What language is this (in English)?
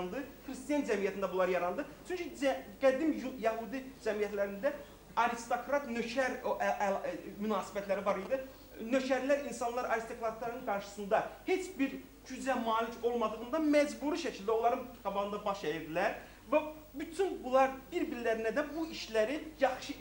Azerbaijani